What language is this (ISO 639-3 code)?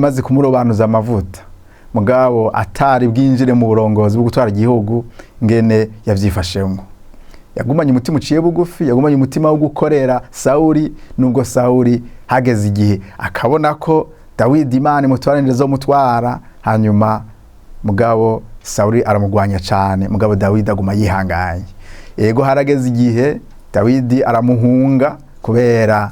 run